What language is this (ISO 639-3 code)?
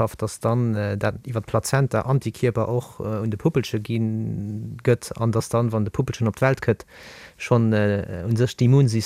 ltz